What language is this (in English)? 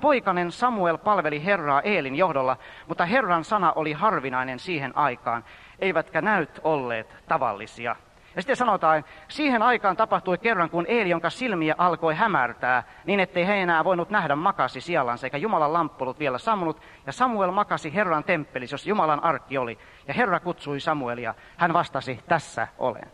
Finnish